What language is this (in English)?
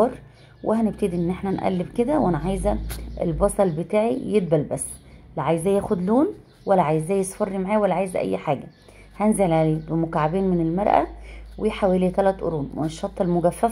Egyptian Arabic